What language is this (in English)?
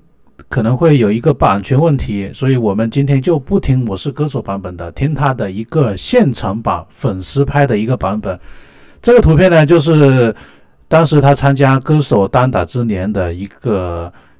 Chinese